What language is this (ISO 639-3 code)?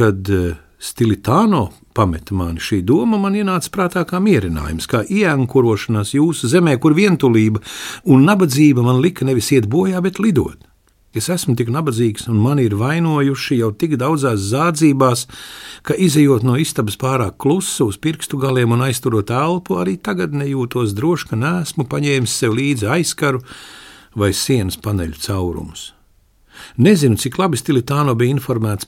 lav